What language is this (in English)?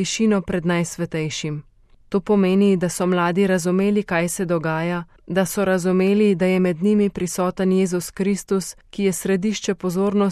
Slovenian